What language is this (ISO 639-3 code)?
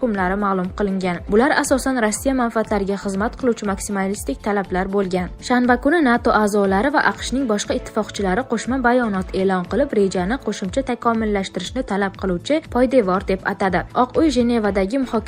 uzb